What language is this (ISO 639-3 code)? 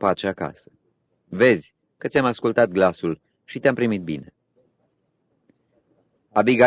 ron